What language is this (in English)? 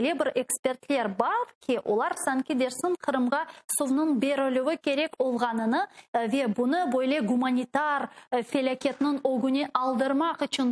Crimean Tatar